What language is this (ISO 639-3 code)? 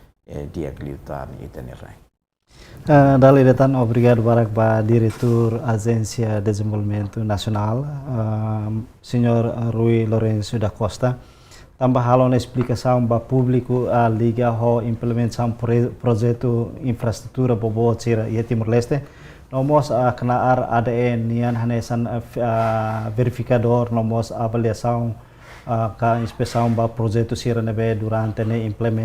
tet